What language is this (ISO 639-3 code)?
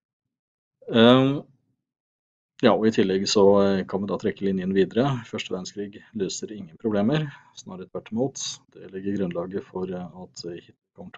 nor